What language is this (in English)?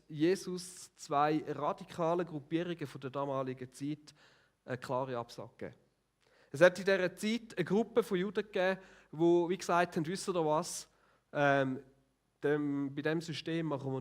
Swiss German